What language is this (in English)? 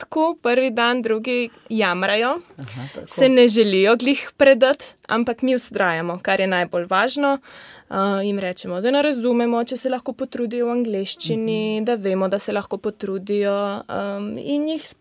Slovenian